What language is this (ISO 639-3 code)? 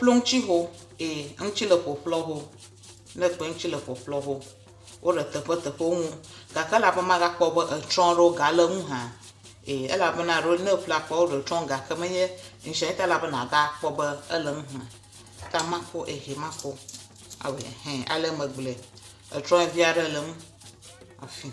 ewe